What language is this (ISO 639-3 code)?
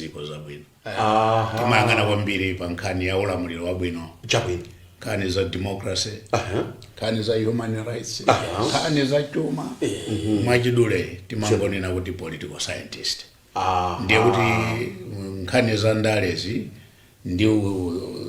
nya